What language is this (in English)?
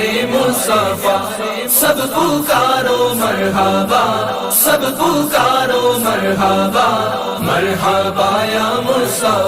Pahari-Potwari